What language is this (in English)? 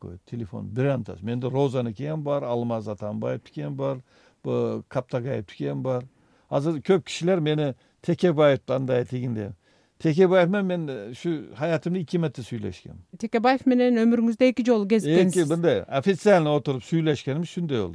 Kyrgyz